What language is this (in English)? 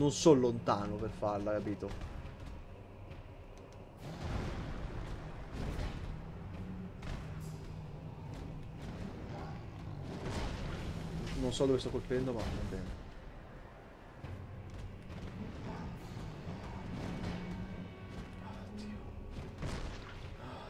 Italian